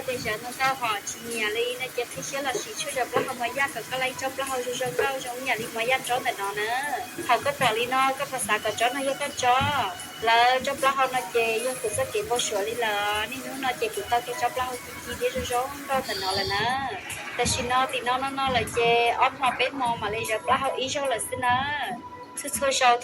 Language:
Hmong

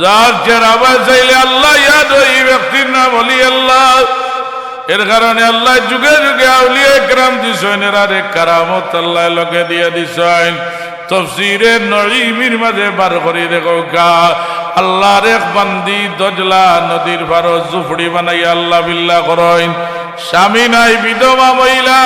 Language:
Sylheti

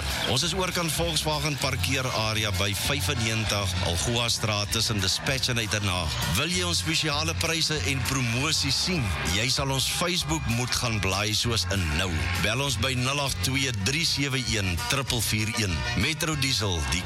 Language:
Afrikaans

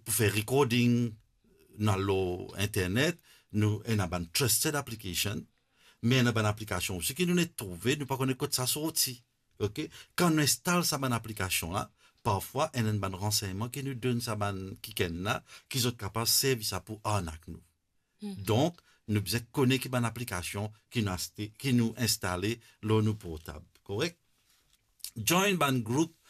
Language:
Morisyen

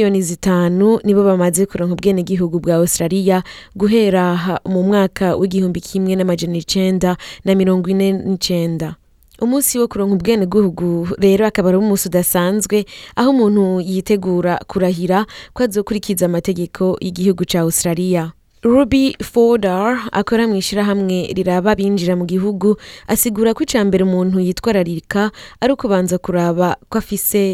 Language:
Rundi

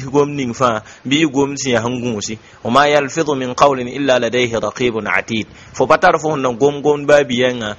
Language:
Mossi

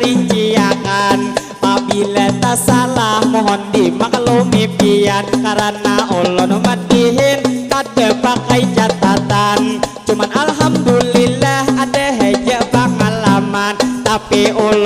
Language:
Banjar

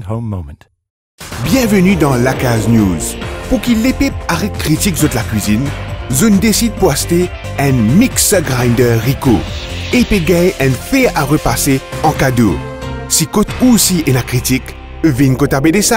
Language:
Morisyen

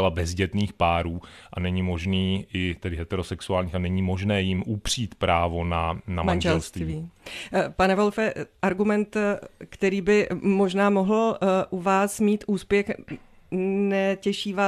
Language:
Czech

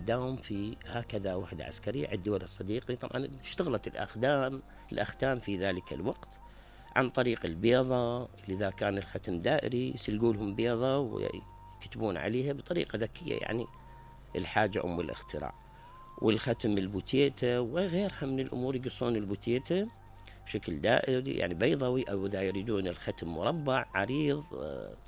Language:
Mesopotamian Arabic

